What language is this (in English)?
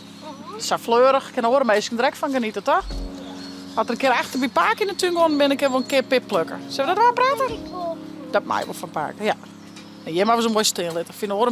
Western Frisian